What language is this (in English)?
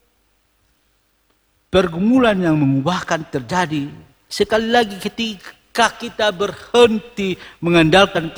Indonesian